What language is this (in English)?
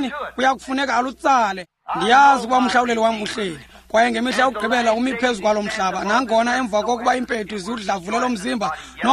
Xhosa